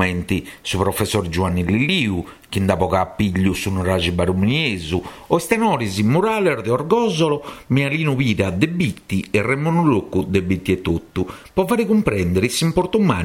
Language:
Sardinian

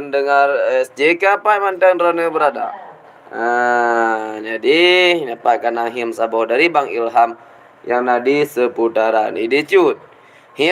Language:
Achinese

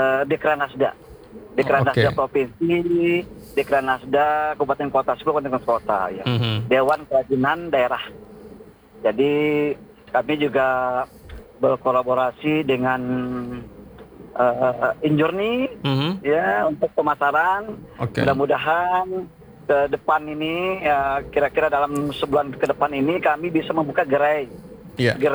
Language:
Indonesian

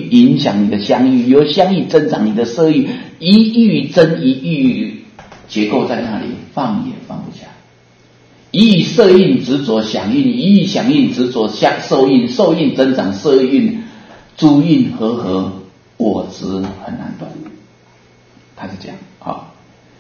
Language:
Chinese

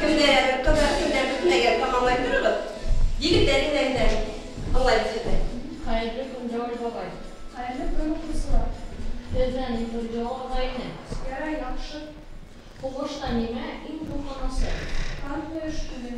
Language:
Bashkir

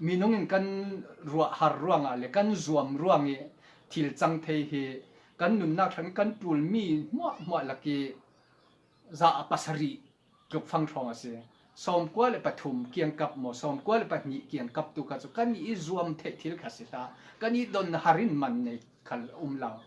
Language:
Falam Chin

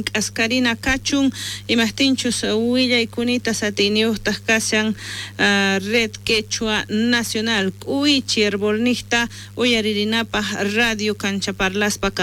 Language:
South Bolivian Quechua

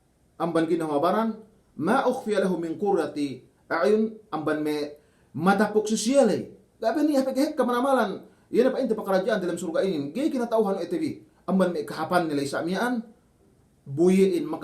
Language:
Yakan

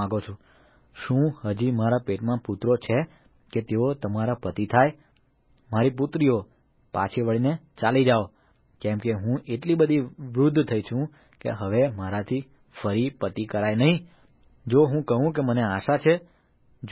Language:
Gujarati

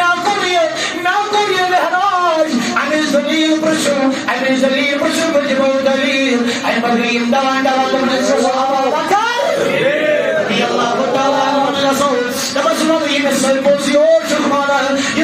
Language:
Kashmiri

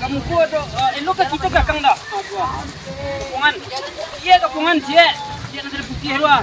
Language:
Minangkabau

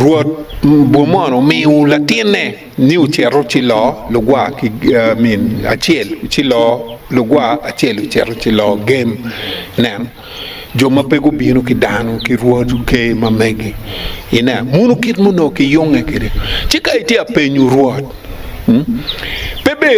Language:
Acoli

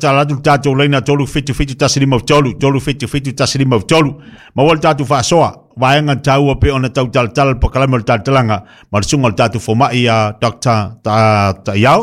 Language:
Samoan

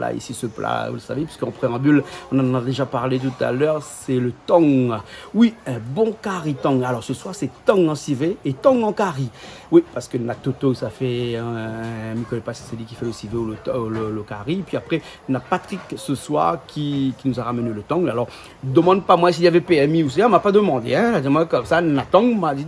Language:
Réunion Creole French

